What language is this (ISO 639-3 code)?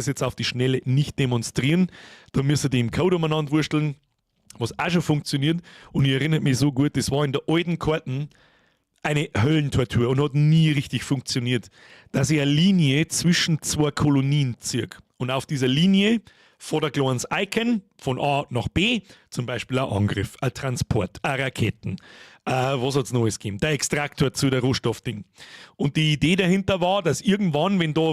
bar